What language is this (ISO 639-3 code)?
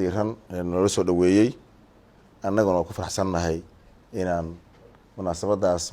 som